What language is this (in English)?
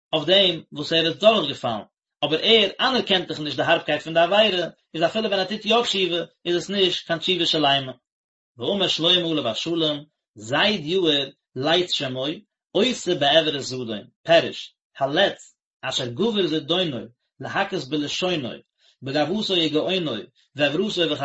Yiddish